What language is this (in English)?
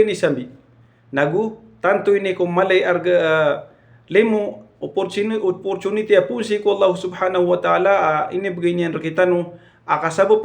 Maranao